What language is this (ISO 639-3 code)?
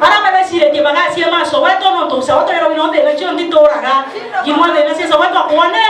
mer